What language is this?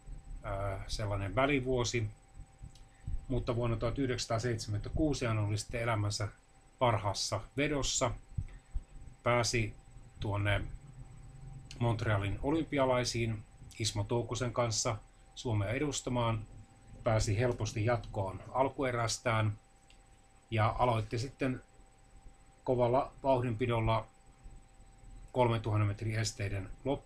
Finnish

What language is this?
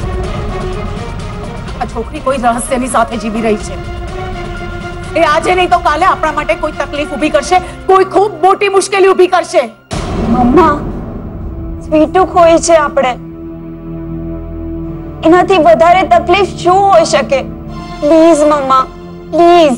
Gujarati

